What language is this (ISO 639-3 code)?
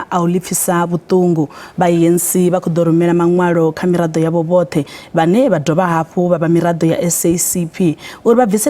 ven